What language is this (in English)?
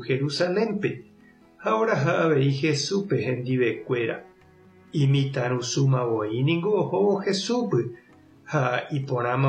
Guarani